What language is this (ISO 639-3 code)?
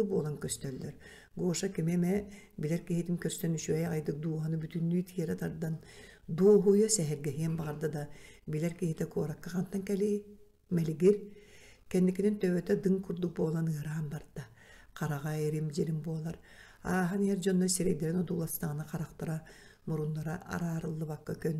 sah